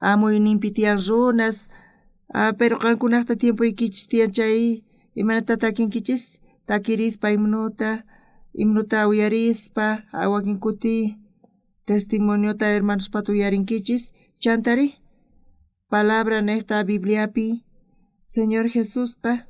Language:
South Bolivian Quechua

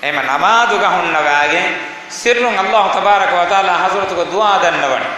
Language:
Divehi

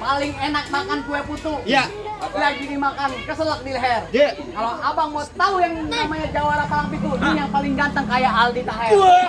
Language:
Betawi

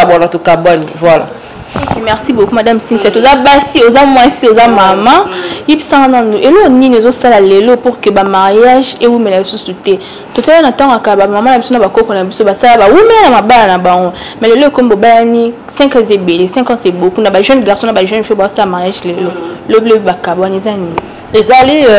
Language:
Lingala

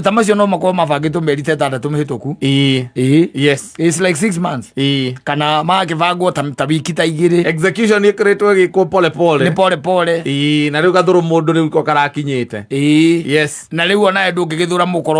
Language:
Kikuyu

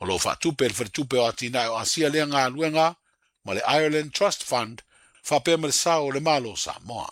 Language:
Samoan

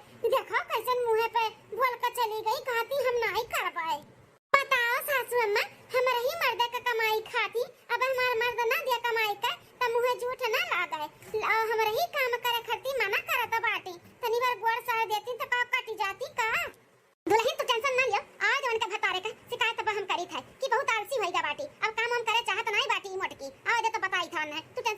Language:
Awadhi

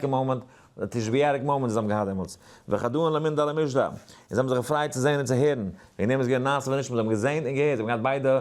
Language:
Yiddish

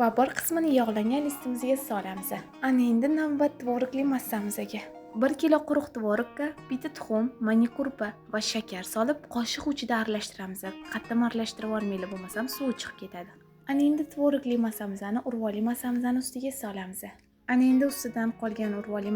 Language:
Uzbek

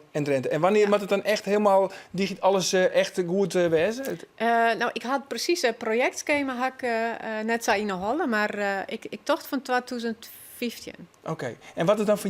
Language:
Western Frisian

